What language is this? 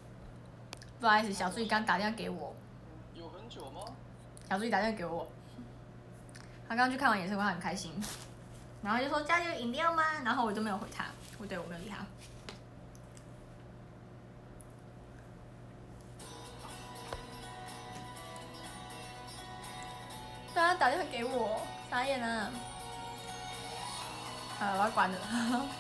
Chinese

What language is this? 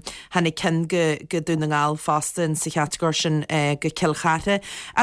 Irish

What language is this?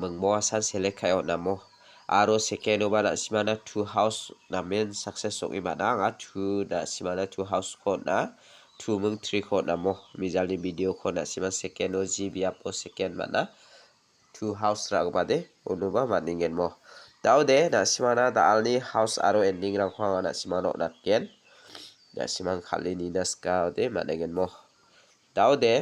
Garo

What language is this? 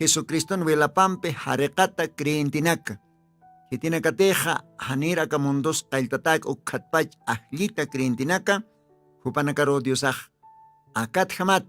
Aymara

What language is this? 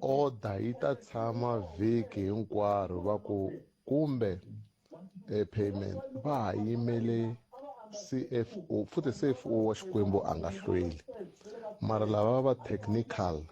Tsonga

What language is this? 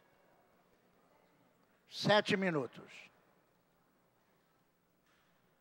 Portuguese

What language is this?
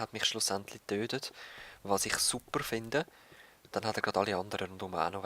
Swiss German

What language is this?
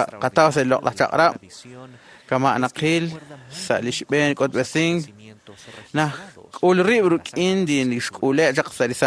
Kekchí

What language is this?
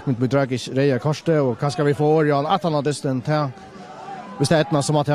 Faroese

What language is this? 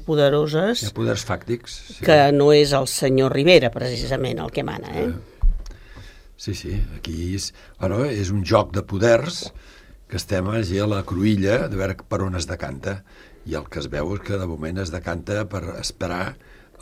Catalan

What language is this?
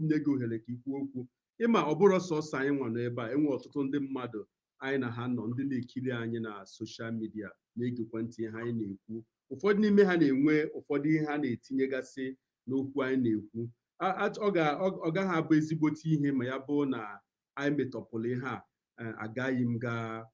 Igbo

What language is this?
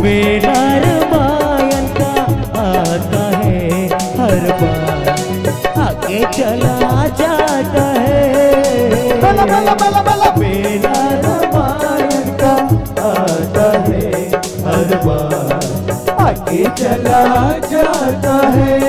Chhattisgarhi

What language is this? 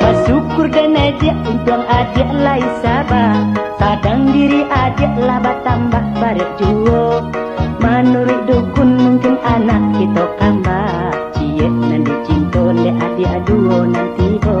Minangkabau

